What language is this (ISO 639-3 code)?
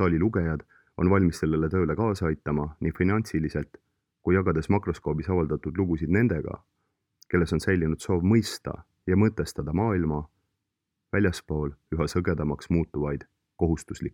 est